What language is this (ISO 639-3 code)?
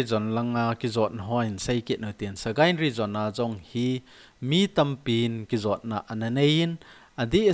tcz